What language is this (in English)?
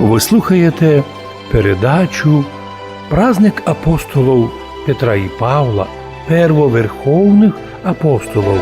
Rusyn